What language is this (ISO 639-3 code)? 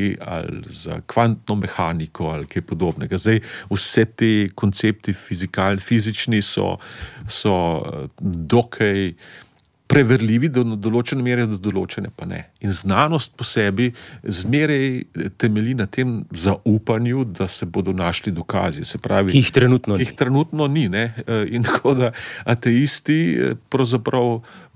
slv